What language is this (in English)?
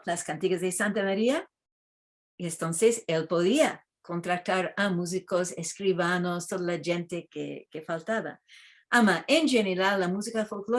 Ladino